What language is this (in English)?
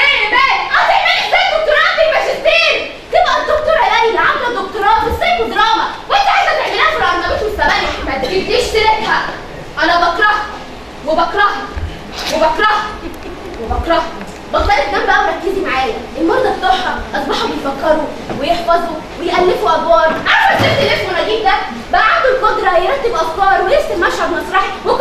Egyptian Arabic